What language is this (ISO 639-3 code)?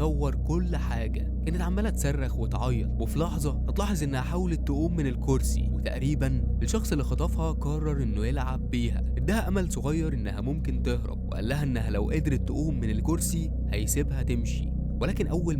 arz